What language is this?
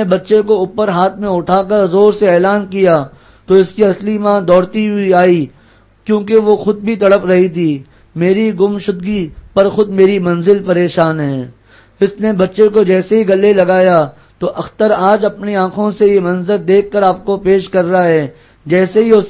Urdu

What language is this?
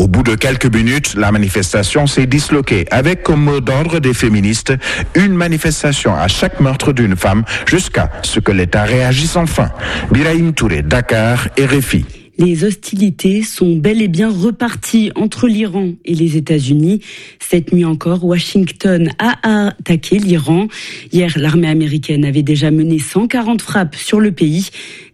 French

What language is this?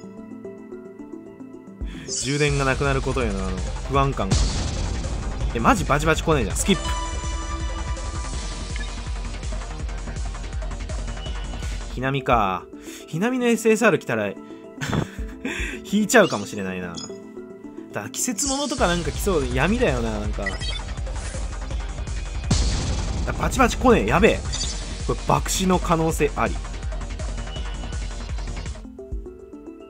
Japanese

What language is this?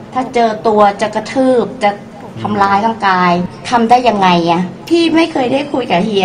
Thai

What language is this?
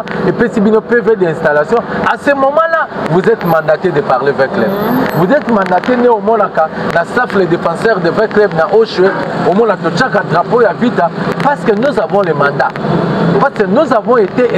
Lingala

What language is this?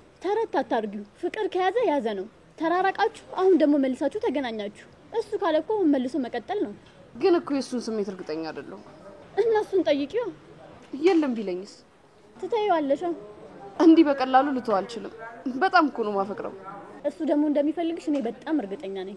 Amharic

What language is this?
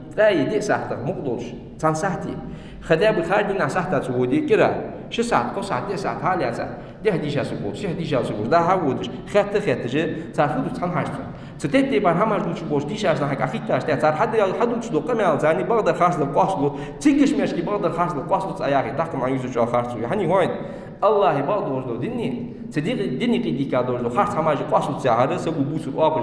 Ingush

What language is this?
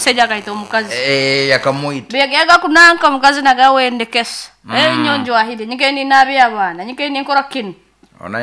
Nyoro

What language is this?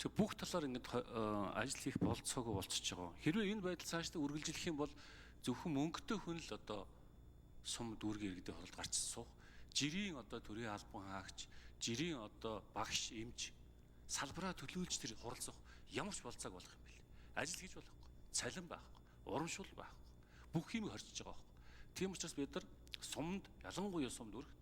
Mongolian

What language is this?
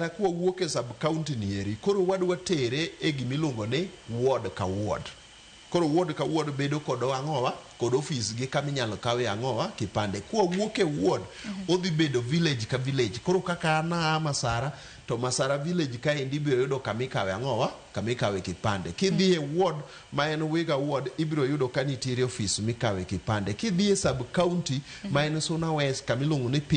Luo (Kenya and Tanzania)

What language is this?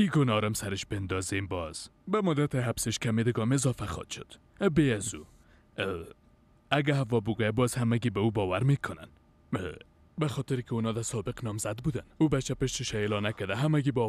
Persian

